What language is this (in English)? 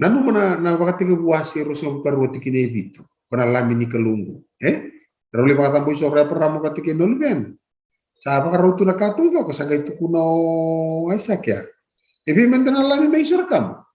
Fijian